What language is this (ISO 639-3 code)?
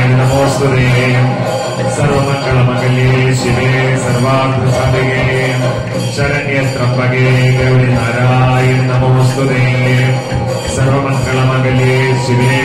mal